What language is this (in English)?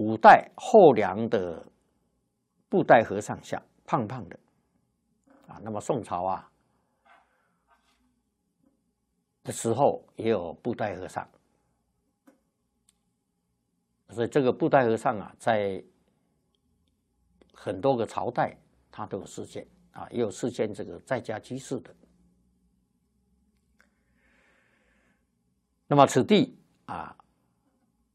Chinese